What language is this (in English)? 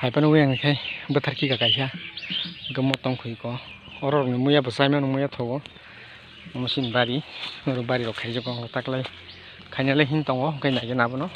Kok Borok